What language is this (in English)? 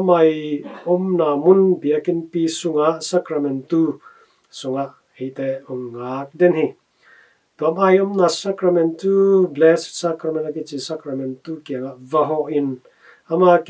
Tedim Chin